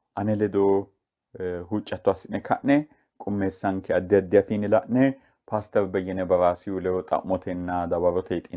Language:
Sidamo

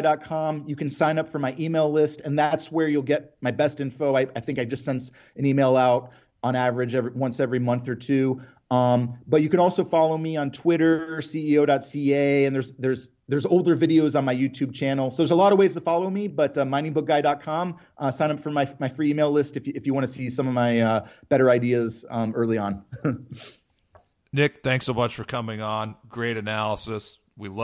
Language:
English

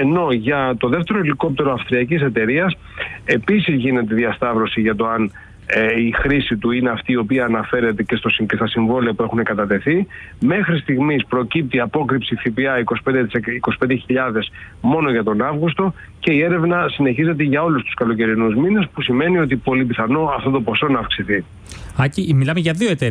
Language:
Greek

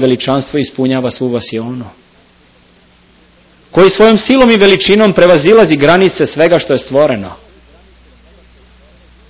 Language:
Serbian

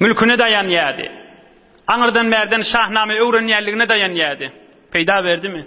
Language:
Turkmen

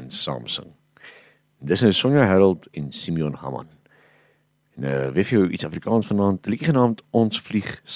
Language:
Afrikaans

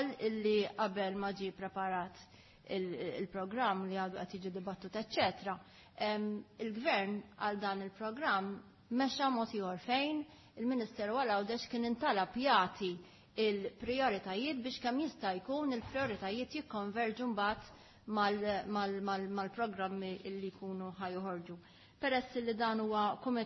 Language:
Maltese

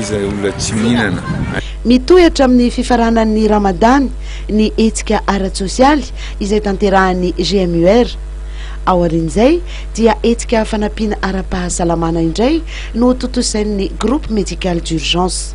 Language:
Malagasy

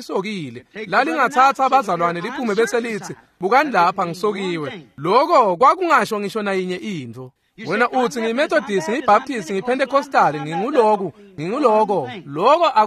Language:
Swati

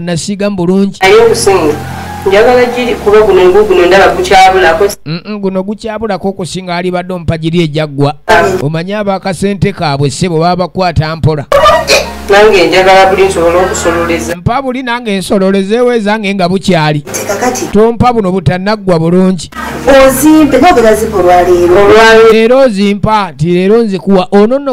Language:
Ganda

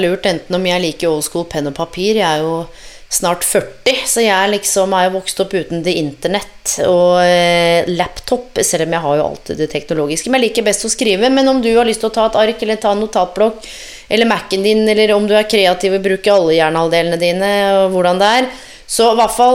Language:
Norwegian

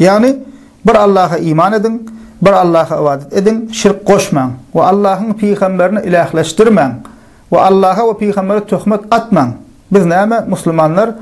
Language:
Turkmen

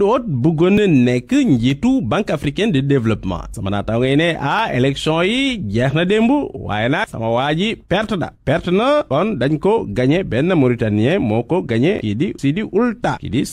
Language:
Wolof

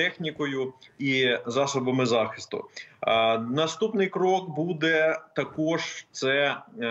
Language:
Ukrainian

